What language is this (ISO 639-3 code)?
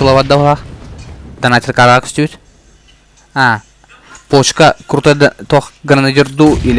sah